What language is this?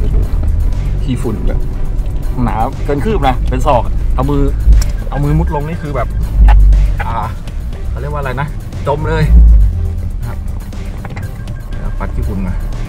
Thai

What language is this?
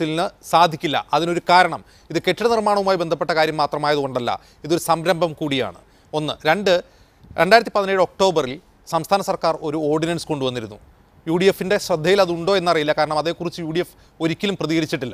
Malayalam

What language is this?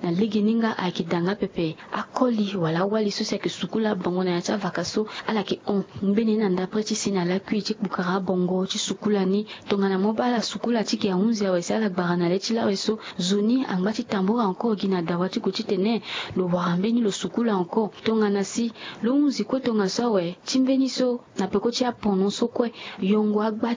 Sango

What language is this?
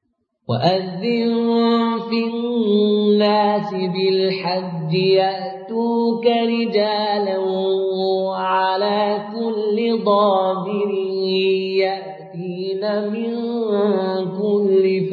Arabic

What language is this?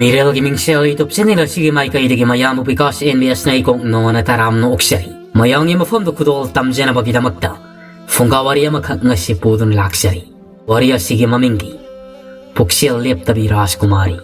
Manipuri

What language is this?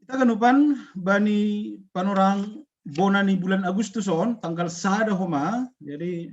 Batak Simalungun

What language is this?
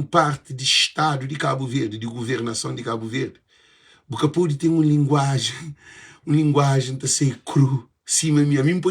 Kabuverdianu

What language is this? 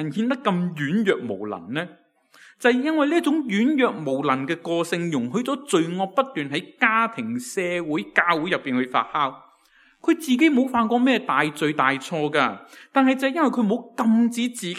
Cantonese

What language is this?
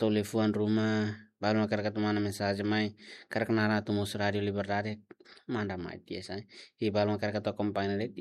Tetum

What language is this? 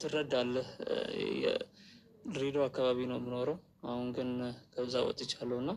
Amharic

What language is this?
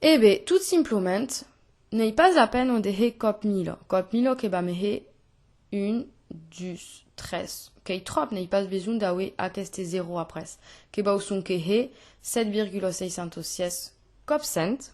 Occitan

